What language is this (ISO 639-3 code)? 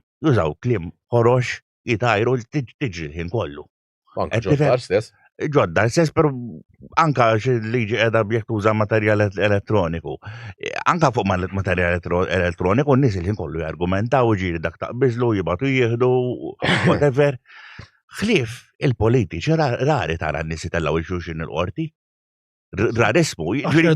mlt